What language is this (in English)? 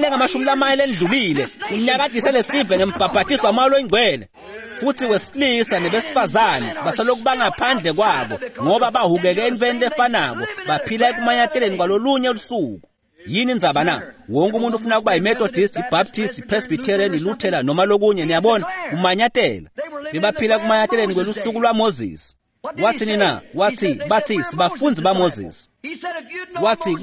Swati